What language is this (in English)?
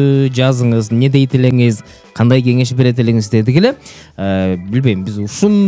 Kyrgyz